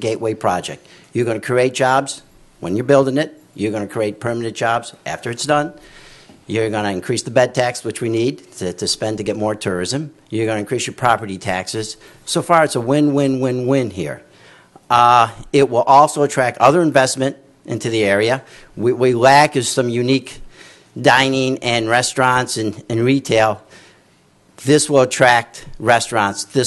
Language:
English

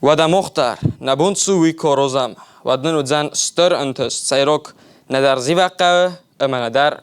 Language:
Ossetic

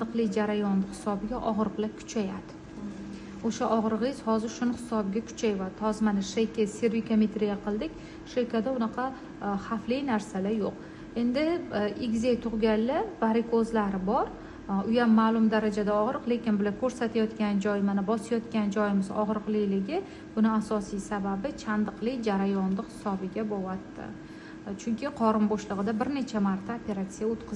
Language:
Uzbek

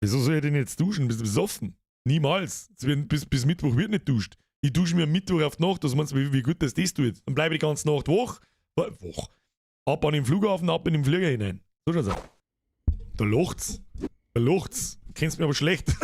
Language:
Bavarian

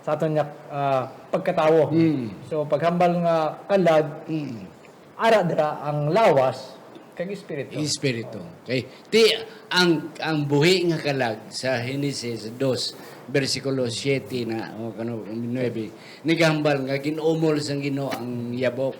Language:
Hiligaynon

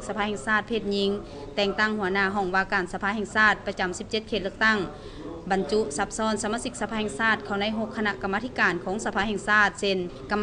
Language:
Lao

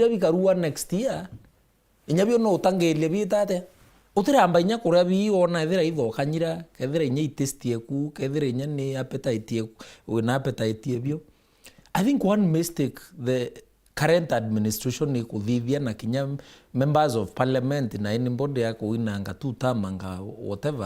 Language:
Meru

